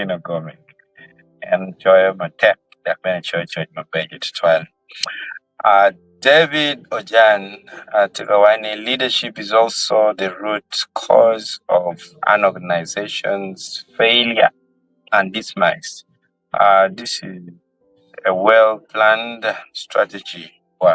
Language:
Acoli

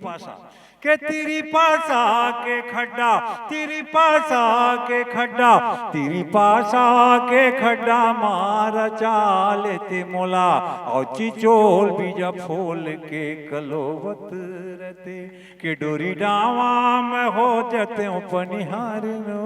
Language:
Chhattisgarhi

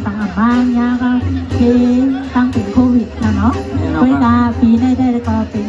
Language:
Shan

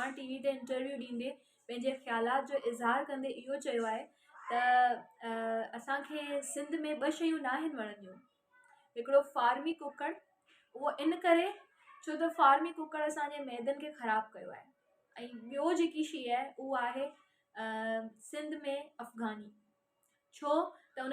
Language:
Sindhi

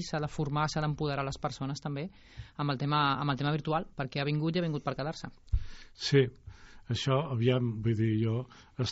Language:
Catalan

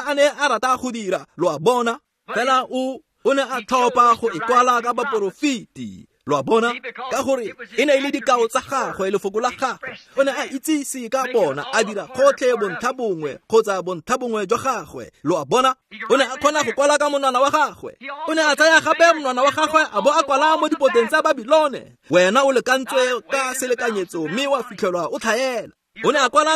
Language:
Tswana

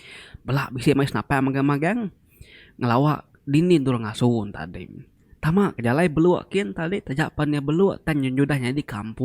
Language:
Iban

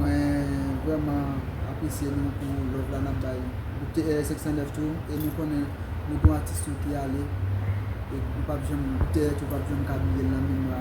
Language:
Haitian Creole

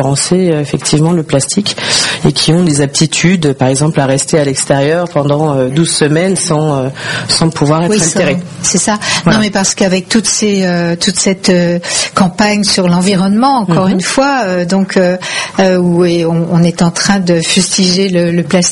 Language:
French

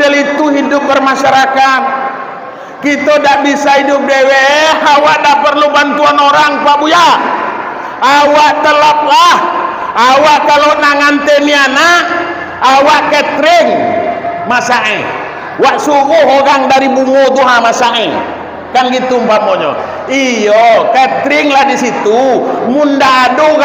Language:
Minangkabau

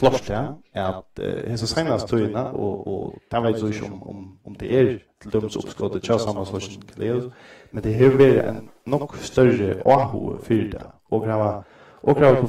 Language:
Faroese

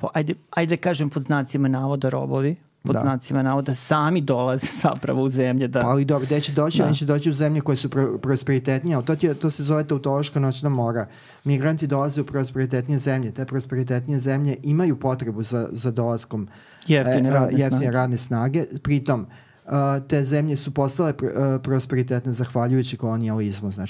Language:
Serbian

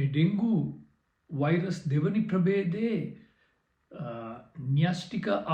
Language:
Sinhala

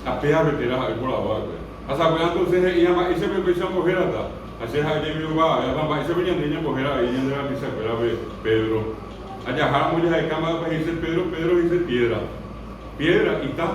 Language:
Guarani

